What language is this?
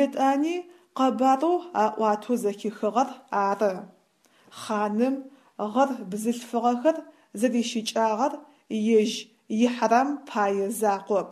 Adyghe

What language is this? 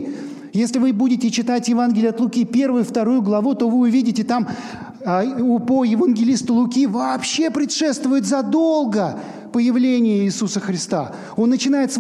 Russian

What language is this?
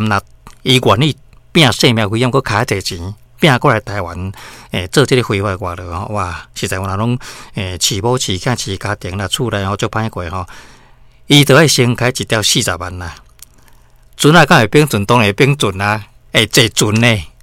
Min Nan Chinese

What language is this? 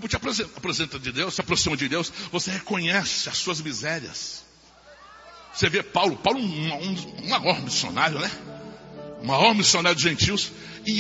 Portuguese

